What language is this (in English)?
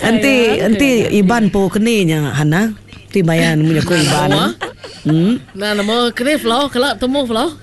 Iban